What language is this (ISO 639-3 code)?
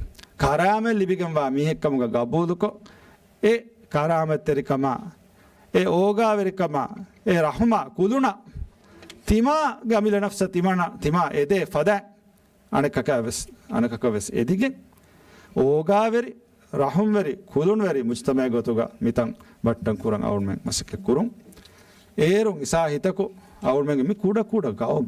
div